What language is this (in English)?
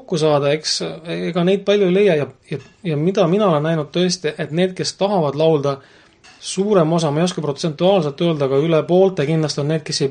Estonian